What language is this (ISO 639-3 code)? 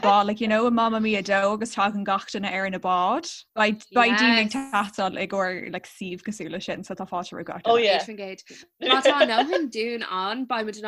gle